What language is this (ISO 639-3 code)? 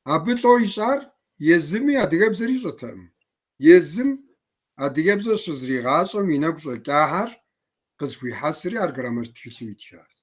kbd